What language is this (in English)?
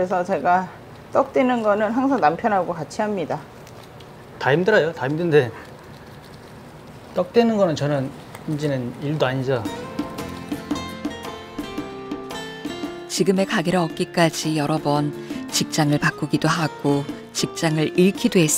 Korean